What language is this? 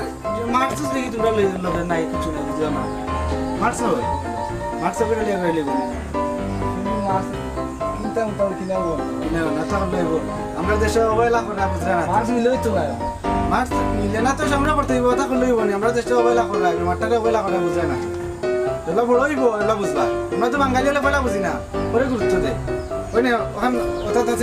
Sylheti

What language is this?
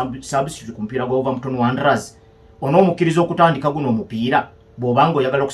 Ganda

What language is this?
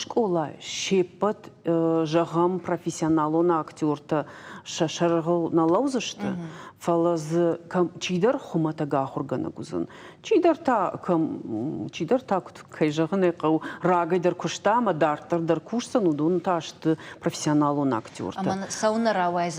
Ossetic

